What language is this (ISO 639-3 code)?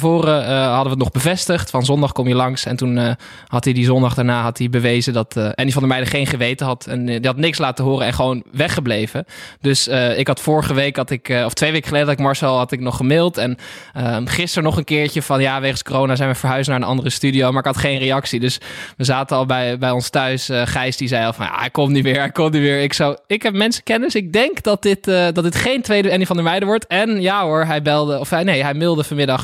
nld